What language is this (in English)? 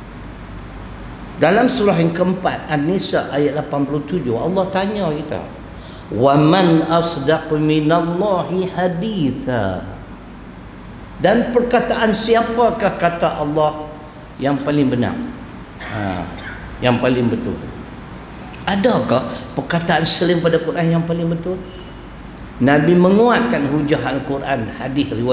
Malay